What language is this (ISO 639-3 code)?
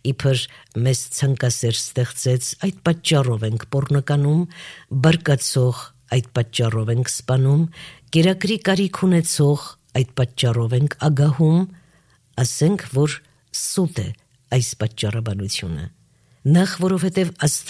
hye